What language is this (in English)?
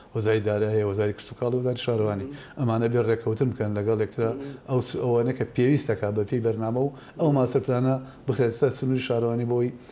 Central Kurdish